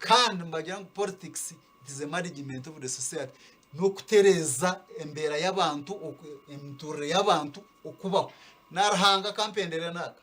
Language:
Nyankole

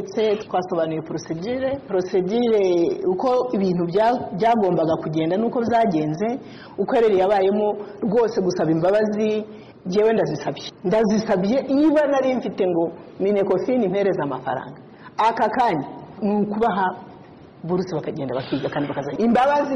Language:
Kinyarwanda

